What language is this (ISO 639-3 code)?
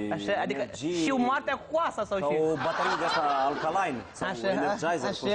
ron